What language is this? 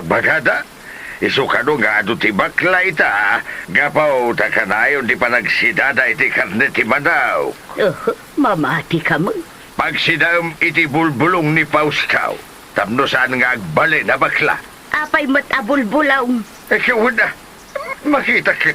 Iloko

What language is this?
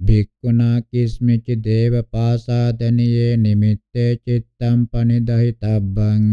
Pali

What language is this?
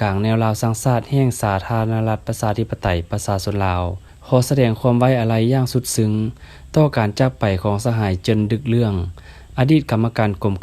Lao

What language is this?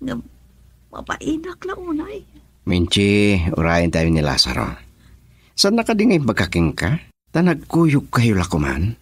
Iloko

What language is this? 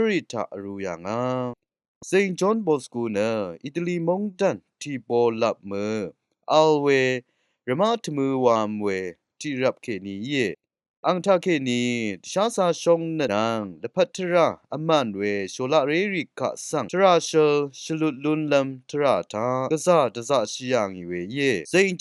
Rawang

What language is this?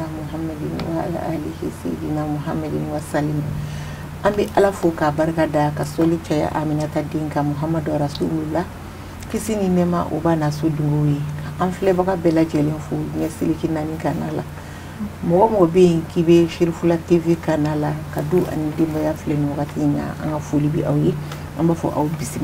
Bambara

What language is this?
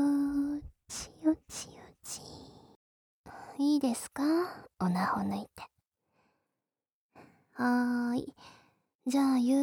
Japanese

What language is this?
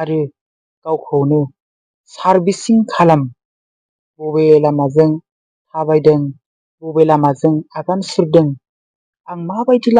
Bodo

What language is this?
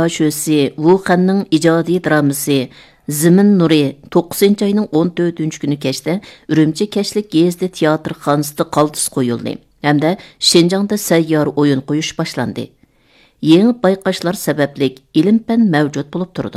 Uyghur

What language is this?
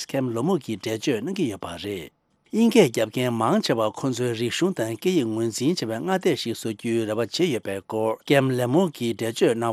Tibetan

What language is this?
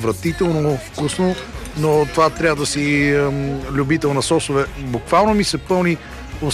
Bulgarian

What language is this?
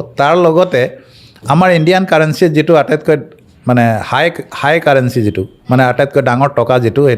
Assamese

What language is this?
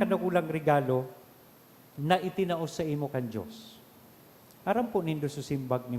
Bikol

